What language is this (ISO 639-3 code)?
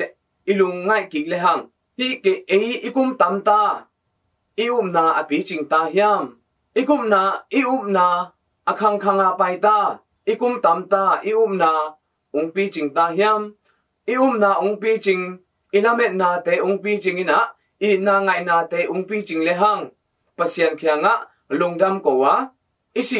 ctd